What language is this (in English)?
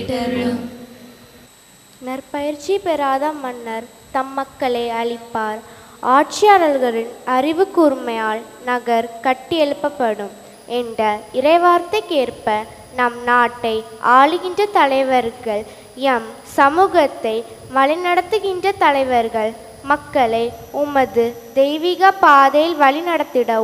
Tamil